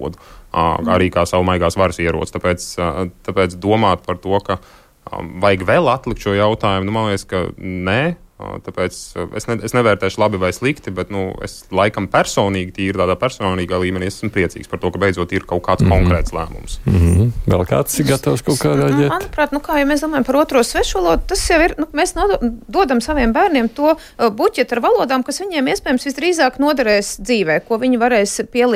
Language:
Latvian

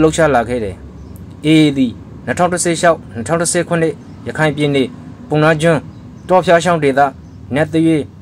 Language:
Burmese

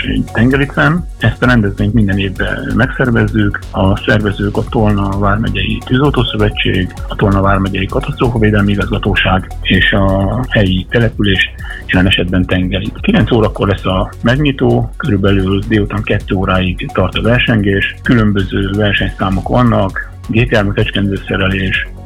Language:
Hungarian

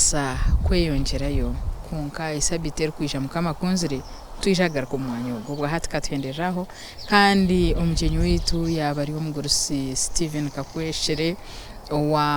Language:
Nyankole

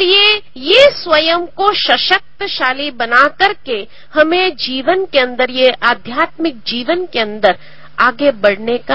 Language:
Hindi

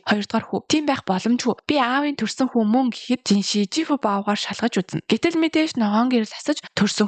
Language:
Mongolian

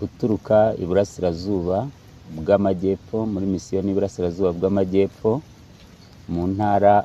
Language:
Kinyarwanda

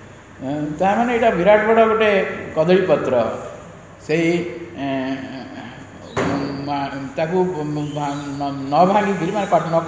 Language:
Odia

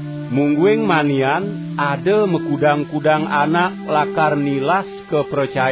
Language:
Balinese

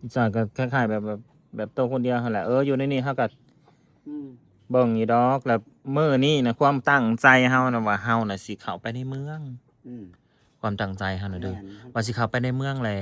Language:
Northeastern Thai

